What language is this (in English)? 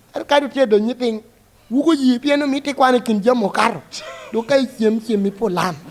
Lango (Uganda)